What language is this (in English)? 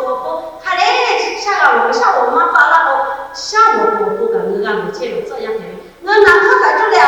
Lahu